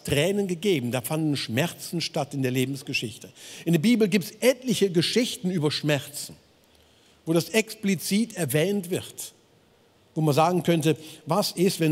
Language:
Swiss German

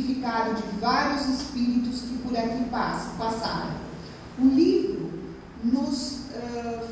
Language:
Portuguese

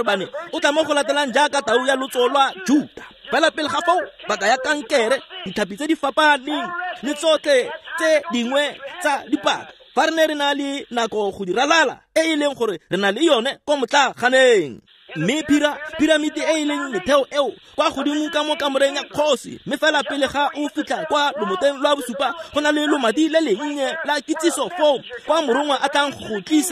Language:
Tswana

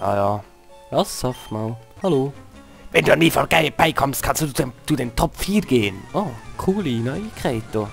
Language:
Swiss German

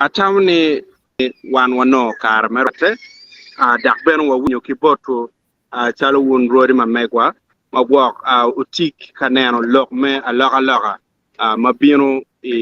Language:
Acoli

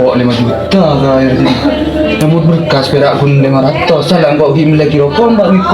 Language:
Madurese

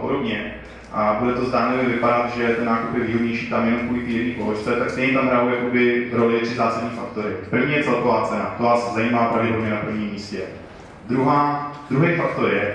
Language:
Czech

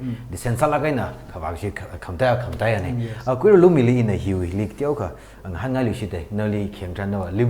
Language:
Tangkhul Naga (India)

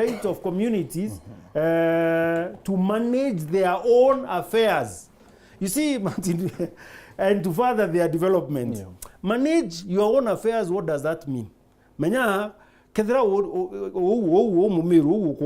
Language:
Meru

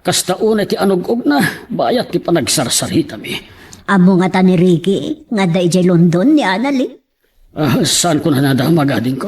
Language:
Iloko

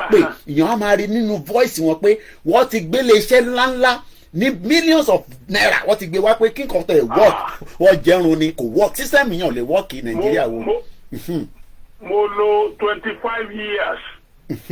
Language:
Yoruba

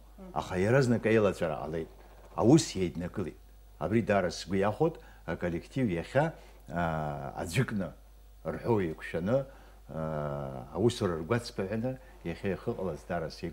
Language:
Abkhazian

